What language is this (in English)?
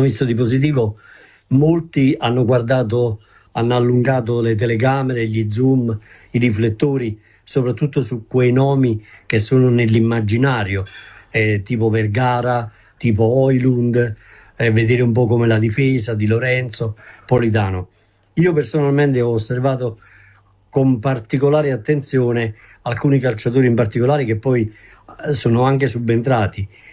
Italian